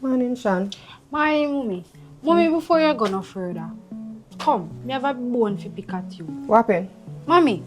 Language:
Jamaican Creole English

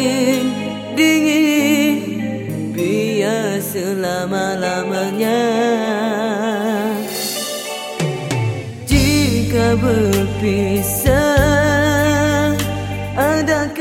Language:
Malay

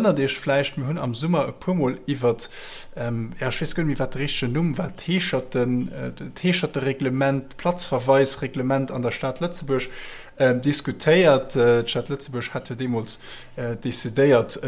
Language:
Luxembourgish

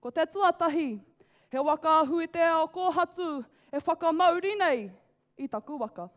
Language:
Māori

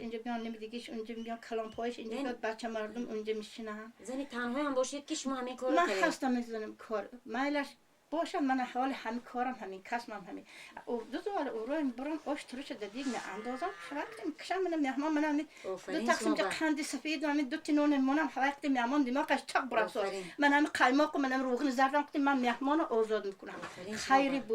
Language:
Tajik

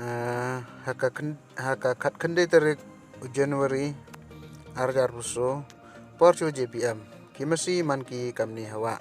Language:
Pnar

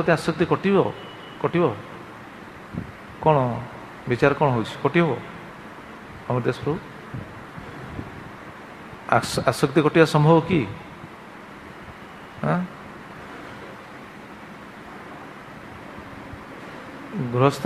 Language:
Odia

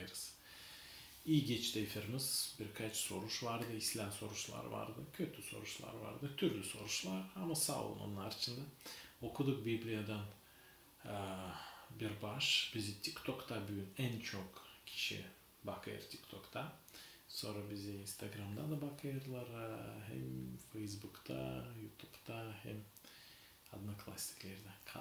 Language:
Gagauz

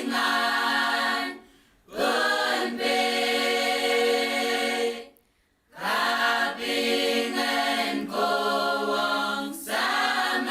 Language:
Pohnpeian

